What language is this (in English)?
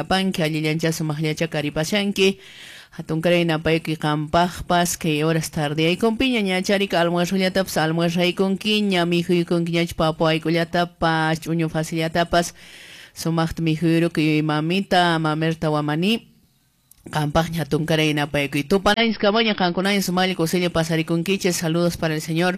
Quechua